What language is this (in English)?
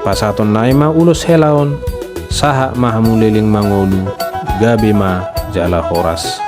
Batak Toba